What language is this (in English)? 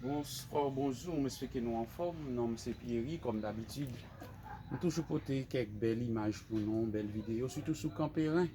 Haitian Creole